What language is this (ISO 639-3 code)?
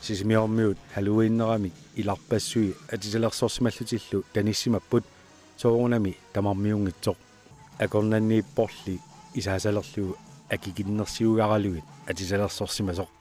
kal